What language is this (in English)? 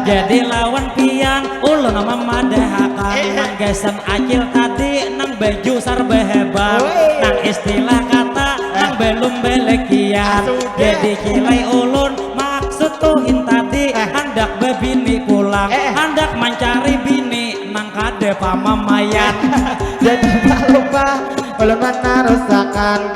Banjar